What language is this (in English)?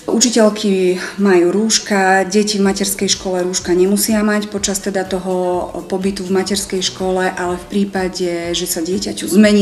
Slovak